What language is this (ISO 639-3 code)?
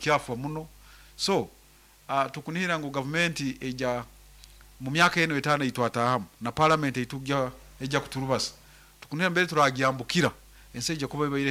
nyn